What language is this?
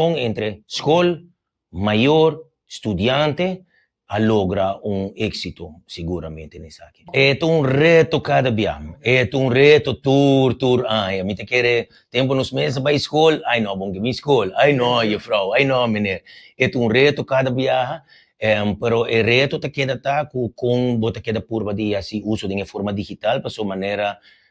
Papiamento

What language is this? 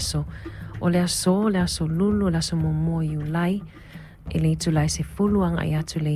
Samoan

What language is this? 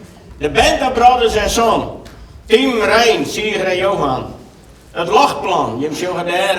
Western Frisian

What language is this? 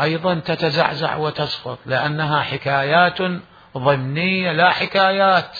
Mesopotamian Arabic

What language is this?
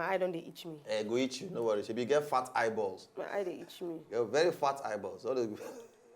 Nigerian Pidgin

